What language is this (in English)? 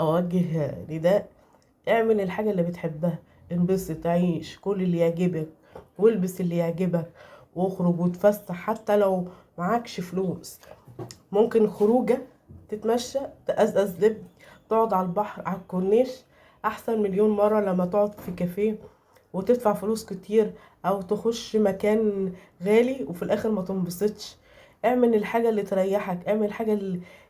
Egyptian Arabic